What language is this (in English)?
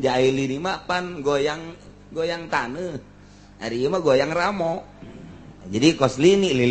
Sundanese